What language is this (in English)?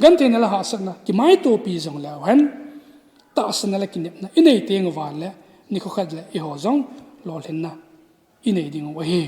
Thado Chin